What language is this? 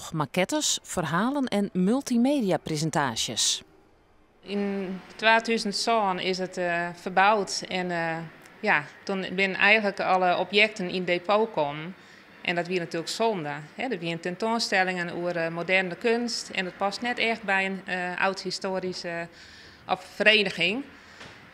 Western Frisian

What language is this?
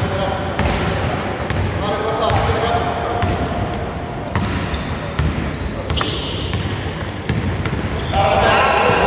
Greek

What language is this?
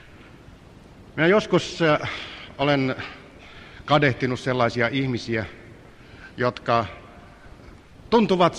Finnish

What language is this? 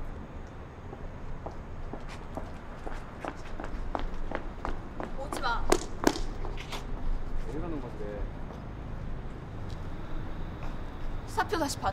Korean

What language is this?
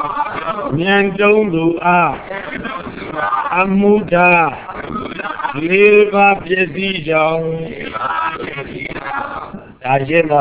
Burmese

